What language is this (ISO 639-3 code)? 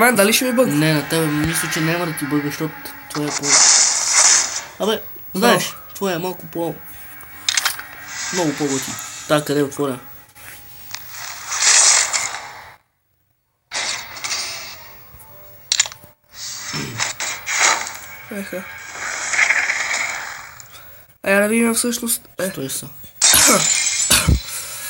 bul